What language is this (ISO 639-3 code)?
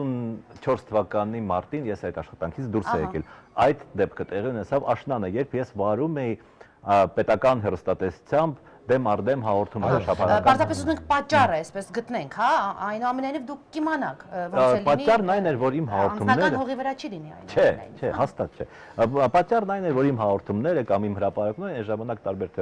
hye